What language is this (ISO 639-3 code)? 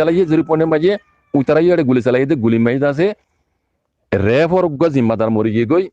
rhg